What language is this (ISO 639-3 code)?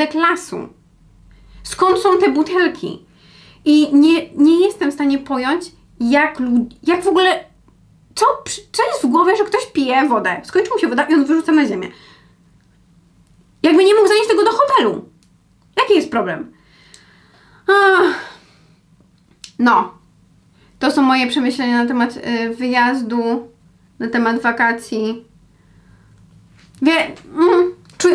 pol